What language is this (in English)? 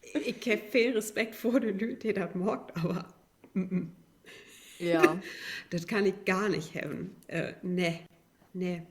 Low German